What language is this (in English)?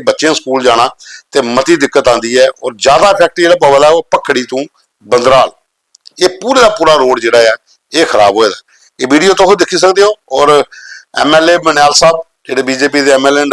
Dogri